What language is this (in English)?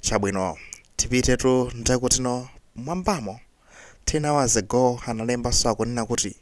Nyanja